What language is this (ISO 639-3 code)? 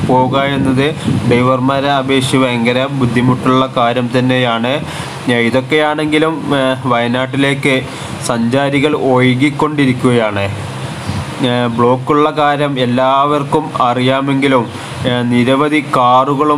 mal